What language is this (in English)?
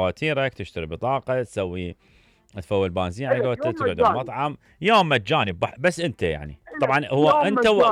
Mesopotamian Arabic